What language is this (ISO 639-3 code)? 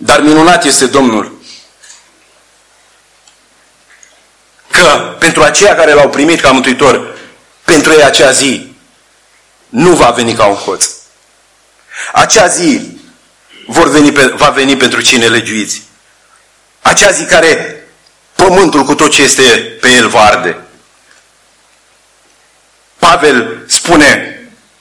ron